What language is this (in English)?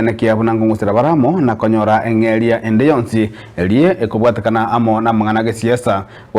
Gusii